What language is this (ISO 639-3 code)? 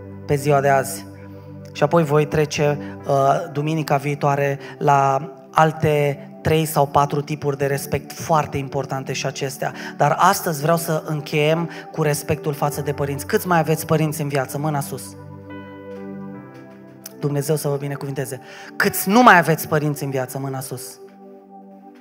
ron